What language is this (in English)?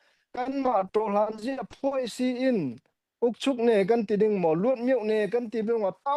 Falam Chin